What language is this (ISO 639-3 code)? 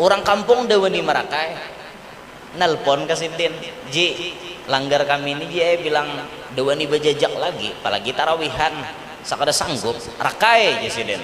bjn